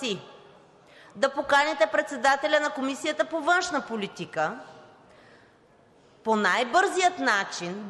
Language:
Bulgarian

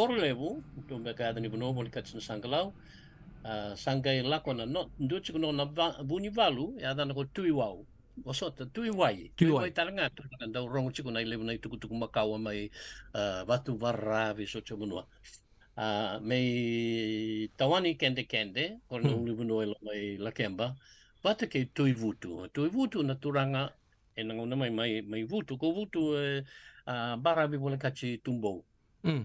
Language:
Fijian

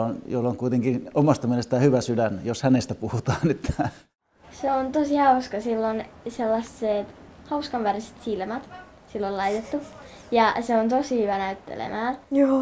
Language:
Finnish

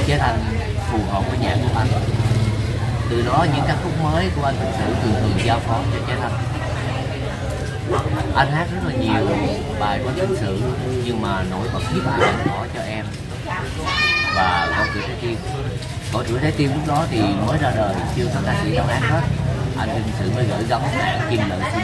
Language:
Vietnamese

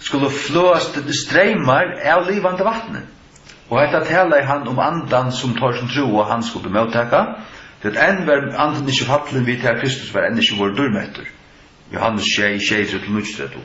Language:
Faroese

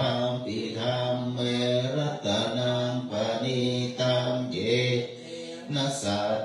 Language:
Pali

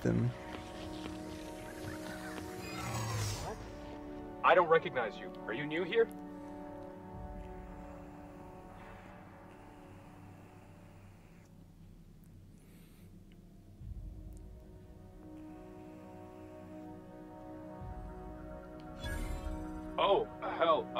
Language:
Polish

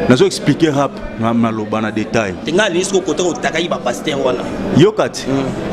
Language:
Lingala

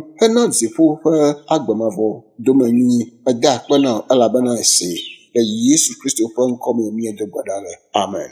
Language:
Ewe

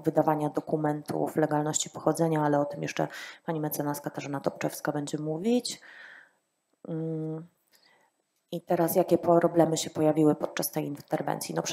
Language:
Polish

